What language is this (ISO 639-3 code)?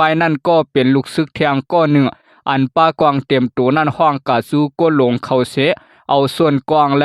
shn